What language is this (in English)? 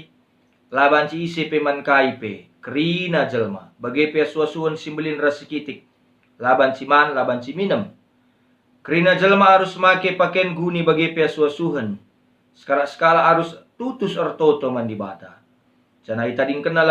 Batak Karo